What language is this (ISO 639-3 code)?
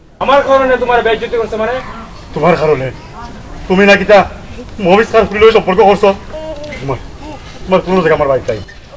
syl